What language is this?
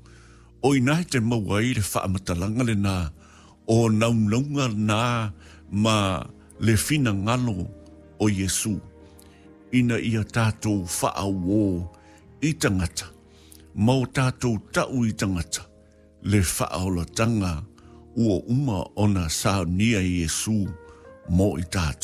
Samoan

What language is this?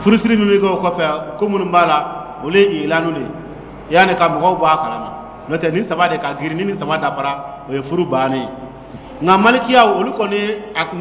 Dyula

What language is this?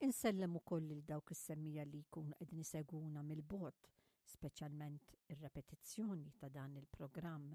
Maltese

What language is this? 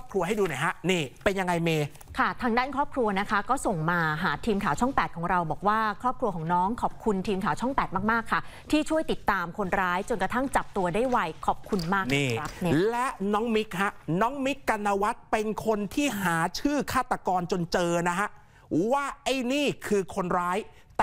Thai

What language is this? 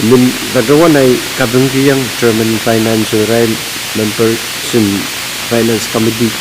Pohnpeian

